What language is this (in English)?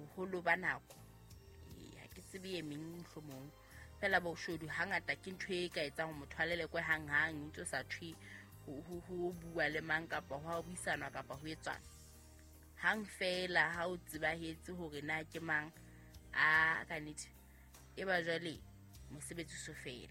Southern Sotho